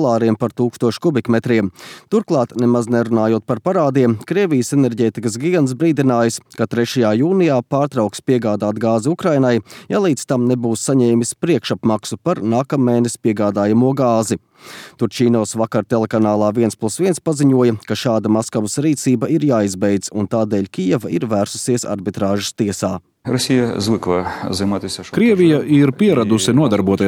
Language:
Latvian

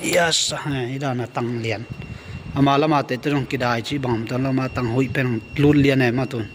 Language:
Tedim Chin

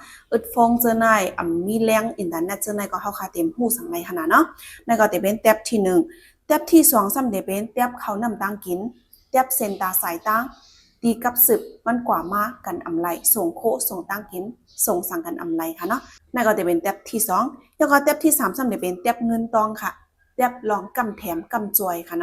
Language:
Shan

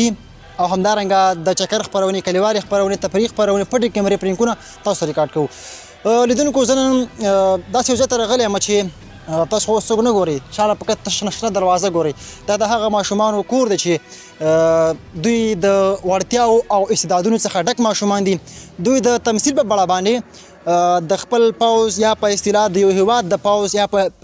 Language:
Pashto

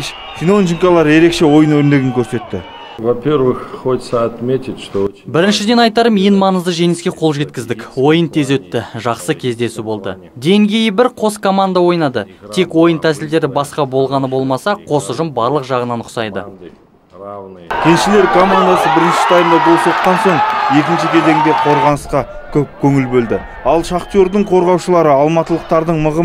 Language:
Kazakh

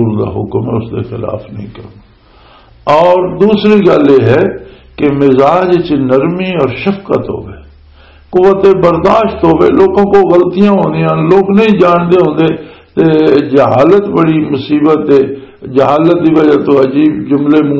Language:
Western Panjabi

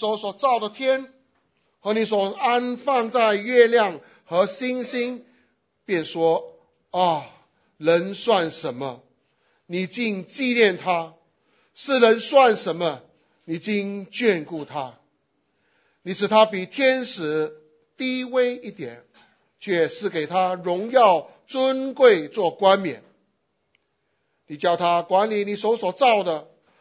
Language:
Chinese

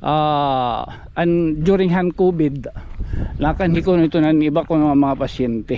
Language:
Waray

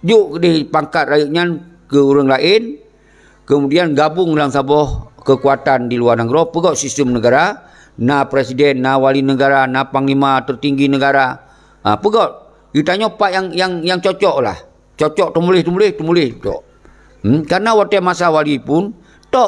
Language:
Achinese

